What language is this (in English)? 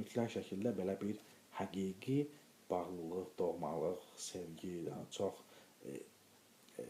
Azerbaijani